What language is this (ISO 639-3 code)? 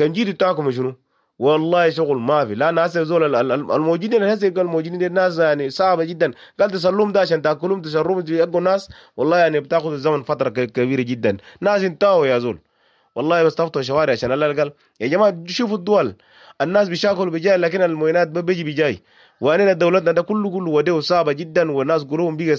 apd